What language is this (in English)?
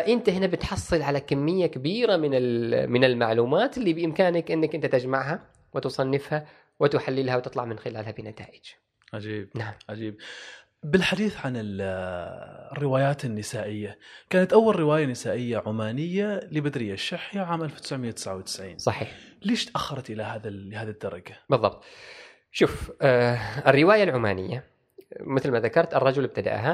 Gulf Arabic